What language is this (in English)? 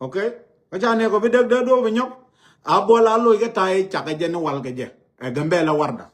Nuer